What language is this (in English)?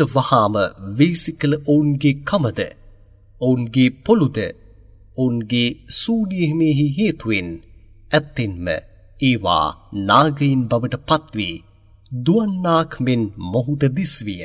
Sinhala